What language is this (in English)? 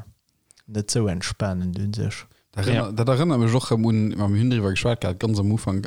Luxembourgish